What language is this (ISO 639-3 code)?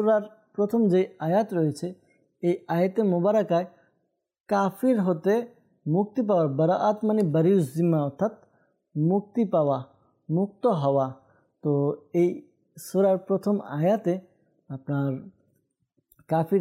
ben